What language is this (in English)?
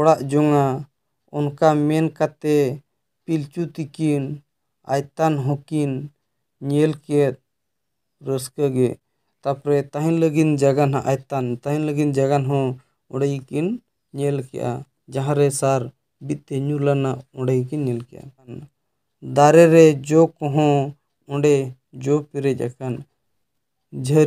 Santali